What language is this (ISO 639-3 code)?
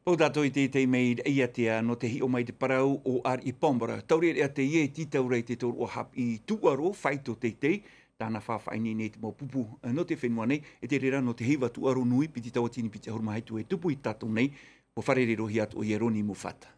tah